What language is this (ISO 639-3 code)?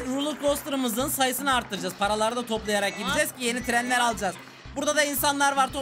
tur